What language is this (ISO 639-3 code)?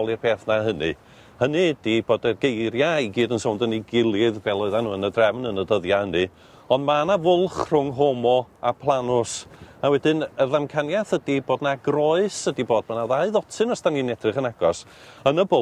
cym